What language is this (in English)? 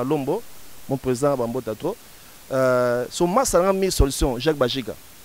Lingala